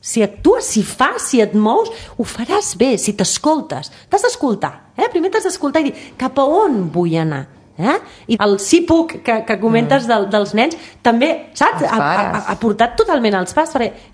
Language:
Catalan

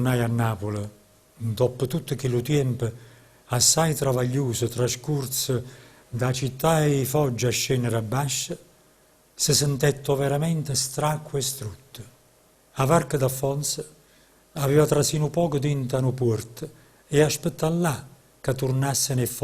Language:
Neapolitan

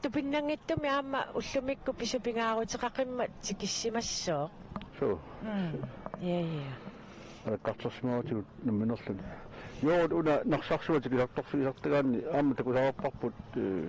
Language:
Kalaallisut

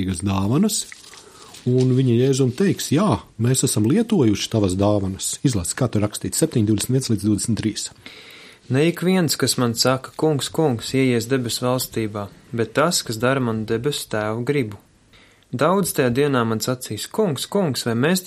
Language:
Latvian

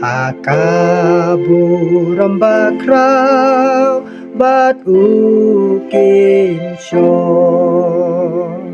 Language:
Khasi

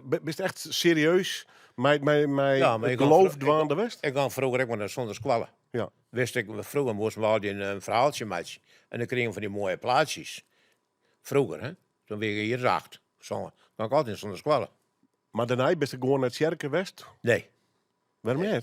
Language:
Western Frisian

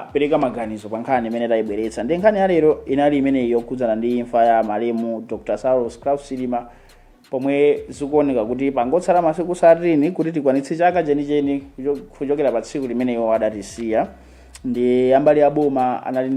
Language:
Nyanja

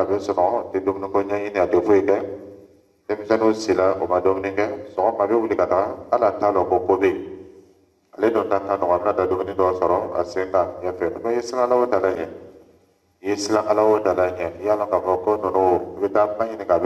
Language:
Dyula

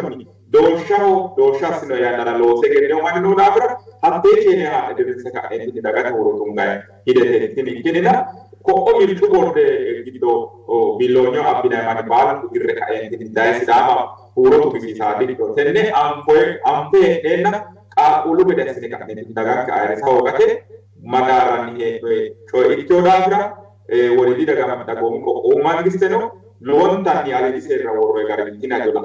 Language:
Sidamo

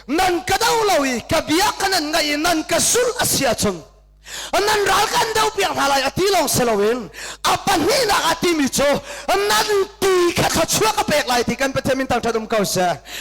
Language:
Hakha Chin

